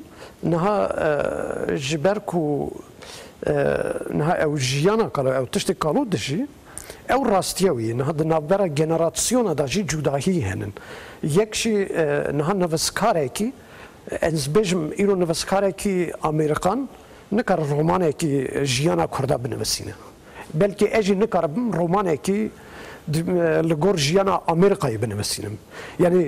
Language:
Kurdish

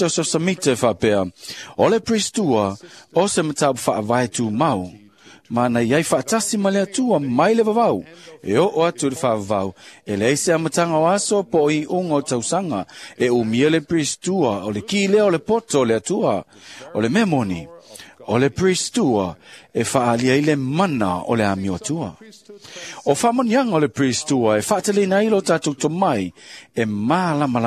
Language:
Samoan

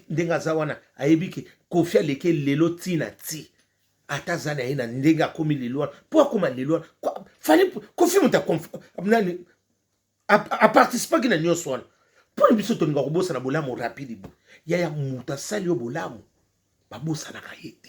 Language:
Lingala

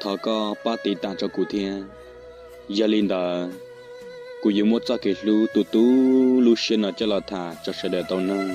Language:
Hmong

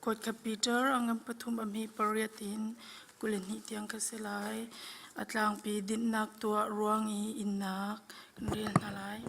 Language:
Hakha Chin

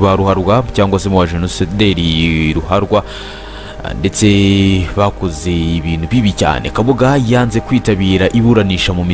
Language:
Kinyarwanda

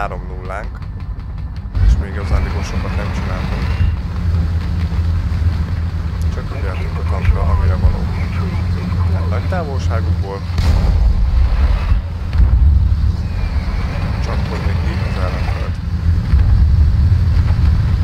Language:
Hungarian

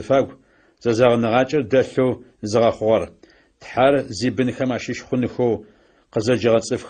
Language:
Adyghe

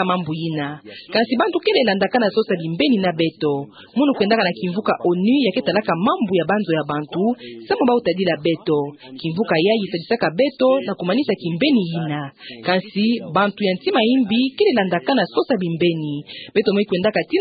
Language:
Kituba (Democratic Republic of Congo)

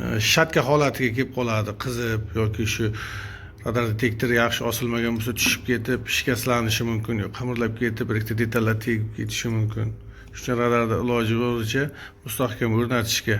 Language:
Uzbek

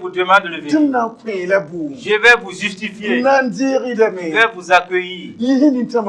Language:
Mossi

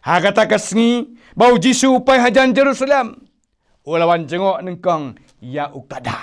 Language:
Khasi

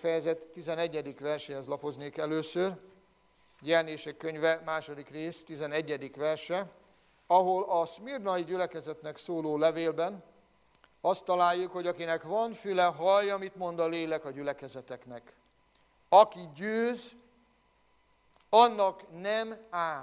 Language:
Hungarian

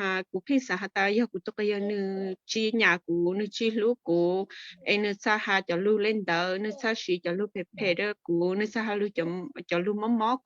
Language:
Hmong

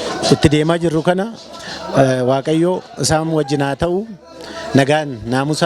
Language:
Oromo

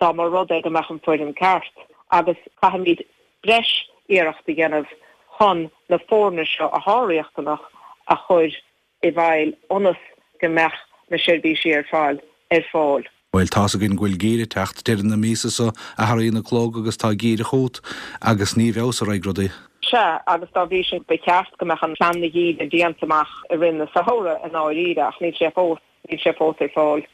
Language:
Irish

